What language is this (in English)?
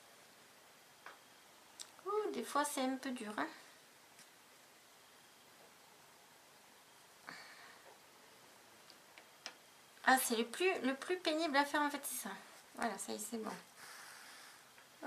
French